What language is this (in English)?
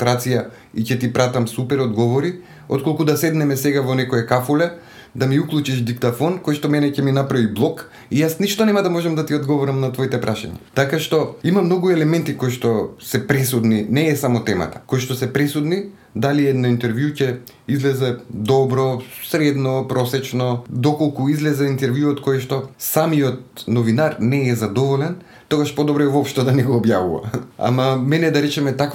Macedonian